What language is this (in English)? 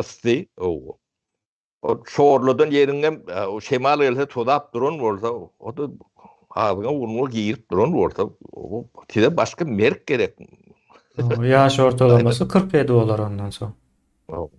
Turkmen